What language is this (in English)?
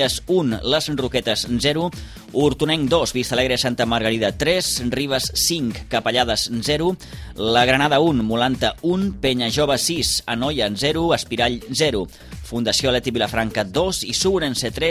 Catalan